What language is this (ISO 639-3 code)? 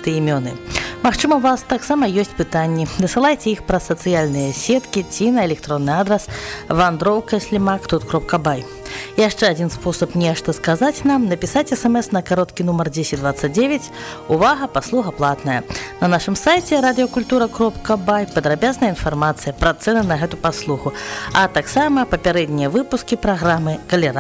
bel